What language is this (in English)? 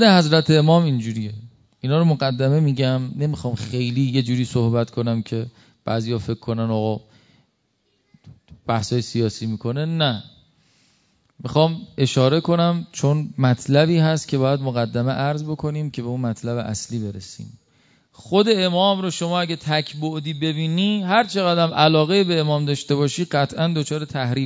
Persian